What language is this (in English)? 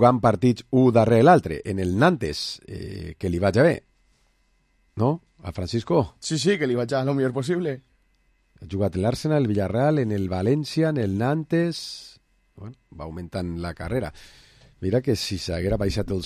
Catalan